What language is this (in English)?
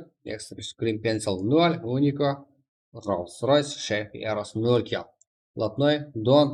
Kara-Kalpak